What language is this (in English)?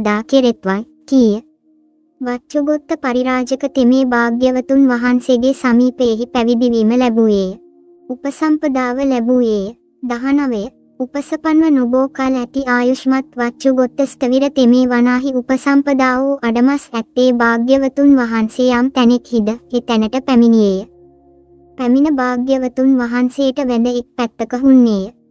Sinhala